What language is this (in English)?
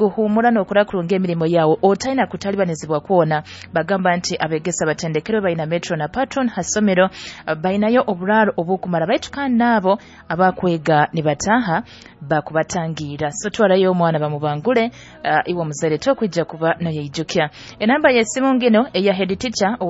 Nyoro